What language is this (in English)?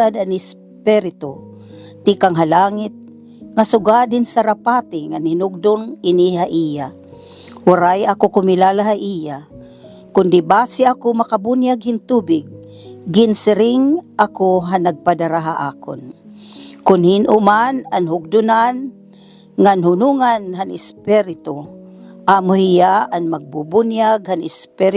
Waray